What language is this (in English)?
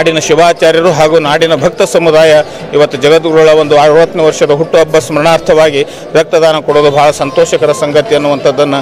Kannada